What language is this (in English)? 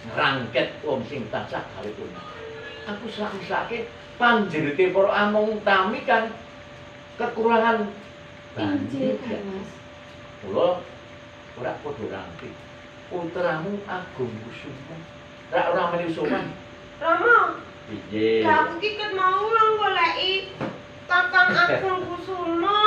Javanese